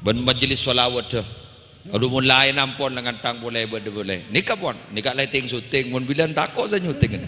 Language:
Madurese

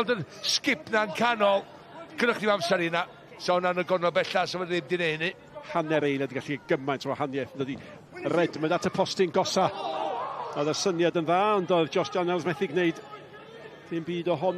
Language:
Welsh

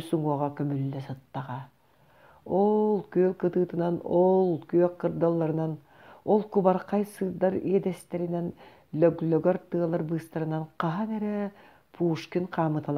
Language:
Yakut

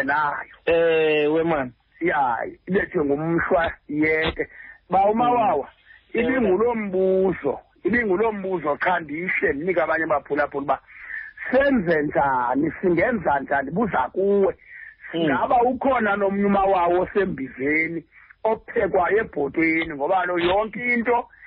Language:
Xhosa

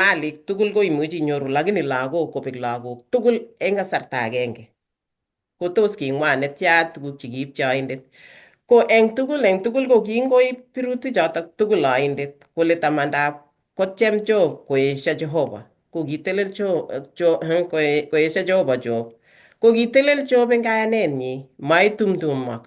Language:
Kalenjin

